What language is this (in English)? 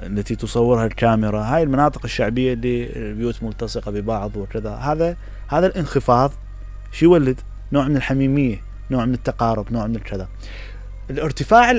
Mesopotamian Arabic